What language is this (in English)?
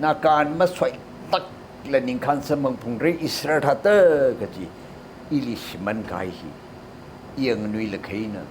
Tangkhul Naga (India)